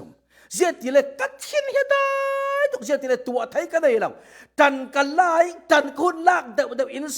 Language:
Falam Chin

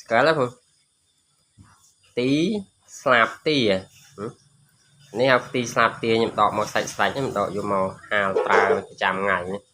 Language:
Khmer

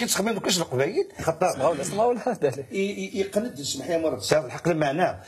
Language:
Kabyle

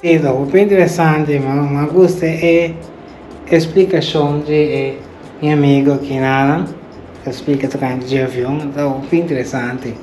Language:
Papiamento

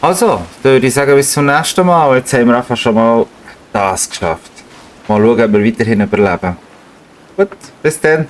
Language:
Swiss German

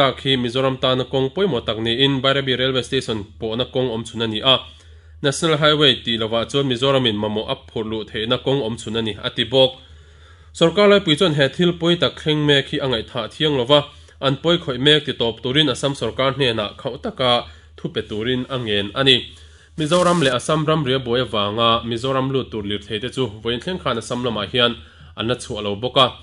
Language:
Mizo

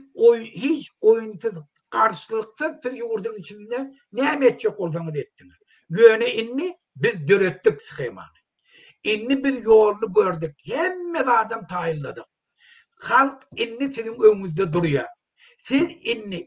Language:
Turkmen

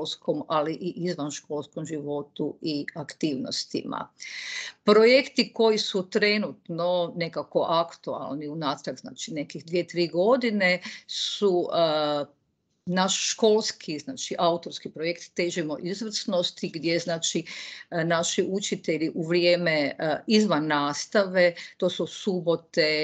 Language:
Croatian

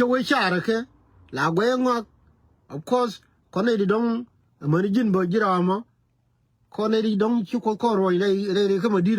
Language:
Nuer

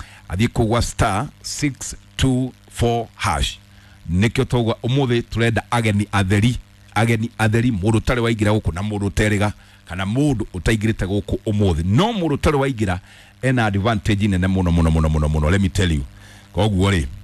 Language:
Kikuyu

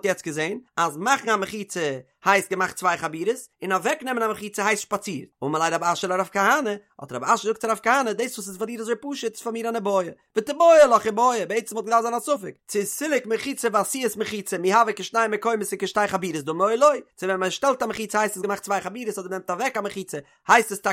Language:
Yiddish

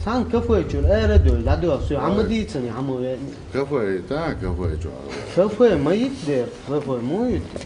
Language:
Chechen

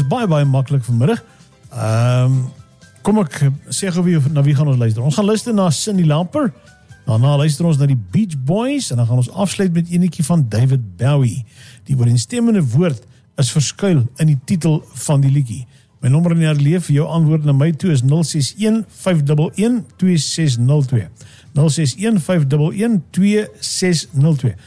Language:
Afrikaans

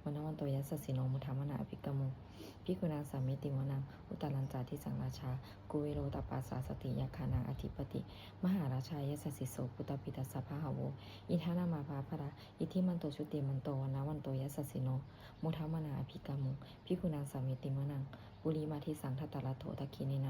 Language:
Pali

